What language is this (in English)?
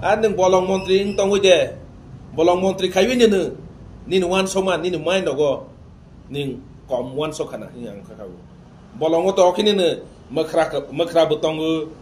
Kok Borok